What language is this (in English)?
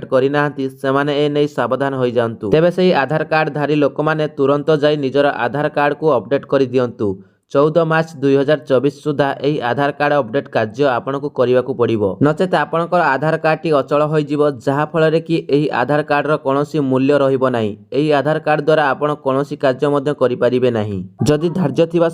Odia